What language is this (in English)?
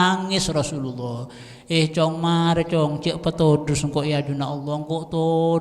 Madurese